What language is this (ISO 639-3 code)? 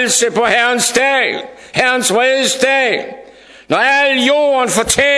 dan